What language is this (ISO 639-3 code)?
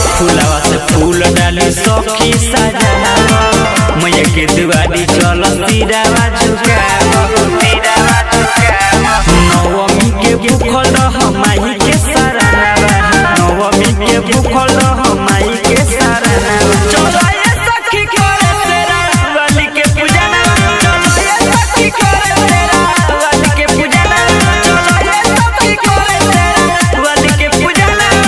bho